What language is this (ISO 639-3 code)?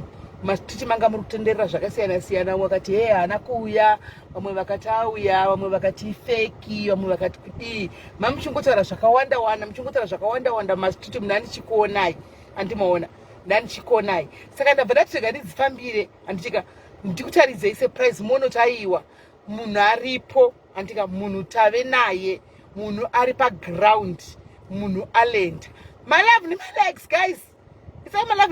sna